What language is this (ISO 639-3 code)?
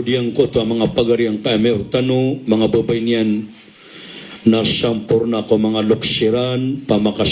mrw